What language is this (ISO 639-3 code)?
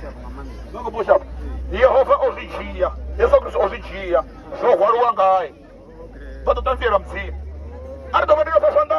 ven